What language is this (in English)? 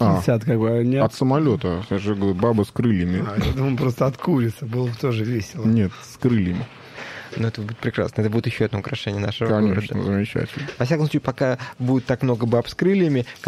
Russian